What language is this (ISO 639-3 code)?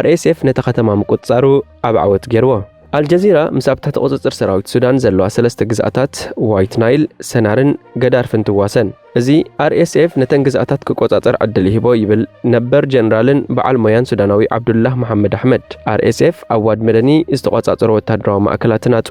tir